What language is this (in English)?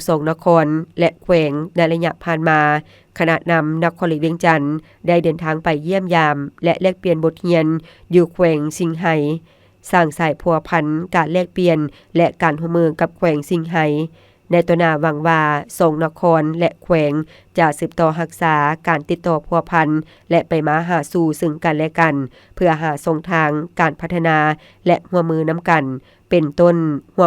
Lao